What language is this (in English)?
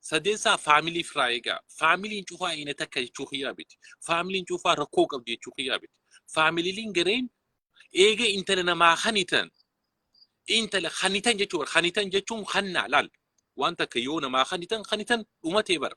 Oromo